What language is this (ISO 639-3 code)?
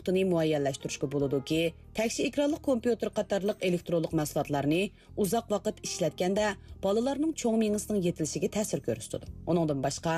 uig